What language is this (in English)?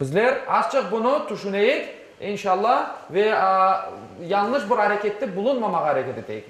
Crimean Tatar